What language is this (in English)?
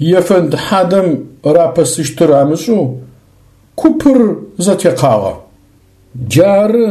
Adyghe